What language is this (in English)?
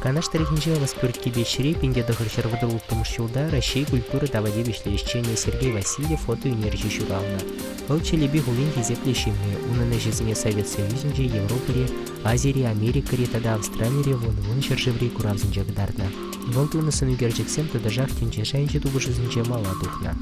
Chuvash